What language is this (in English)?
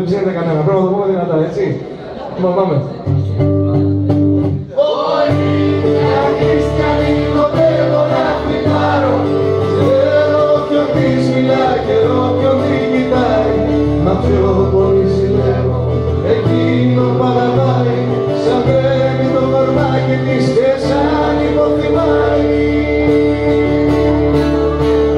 Greek